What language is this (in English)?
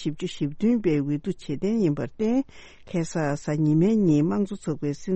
Tibetan